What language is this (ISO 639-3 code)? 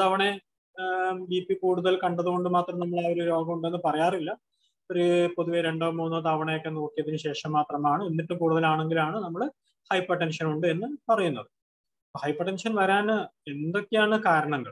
mal